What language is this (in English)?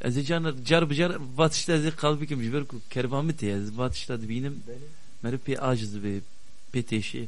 Kurdish